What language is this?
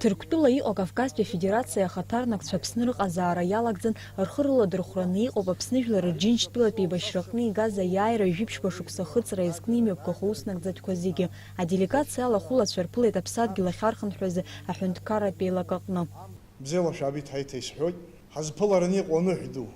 Abkhazian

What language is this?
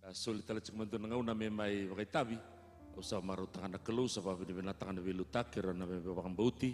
Fijian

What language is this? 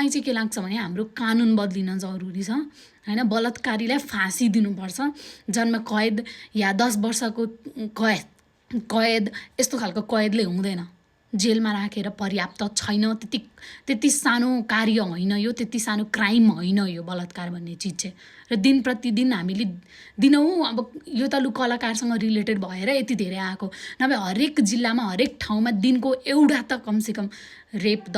Nepali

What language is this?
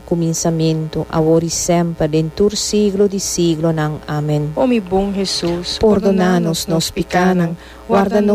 Papiamento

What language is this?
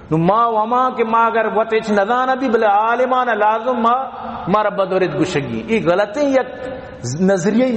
Baluchi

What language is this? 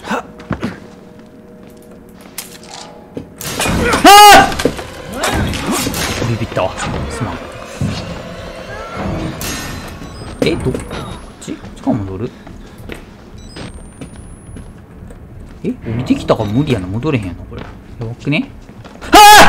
Japanese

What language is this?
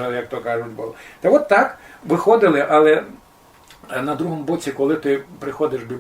Rusyn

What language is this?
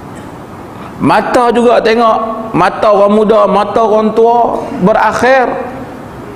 Malay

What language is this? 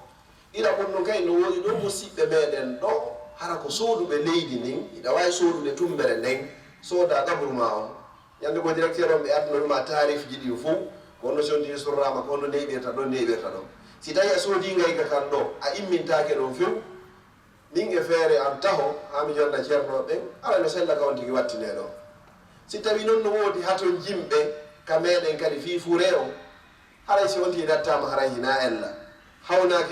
Fula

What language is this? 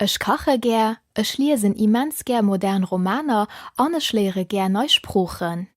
Luxembourgish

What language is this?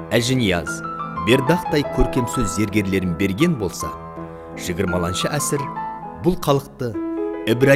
Kara-Kalpak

